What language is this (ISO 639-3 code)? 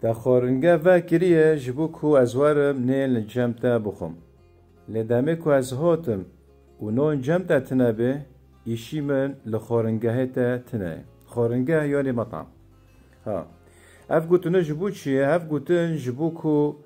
kur